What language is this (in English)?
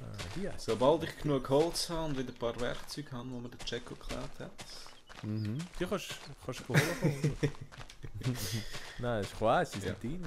Swiss German